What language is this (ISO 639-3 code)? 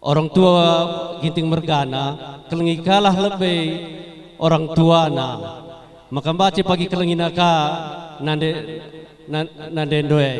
btx